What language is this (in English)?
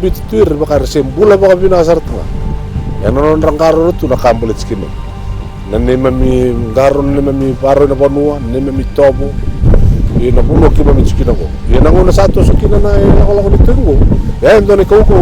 Fijian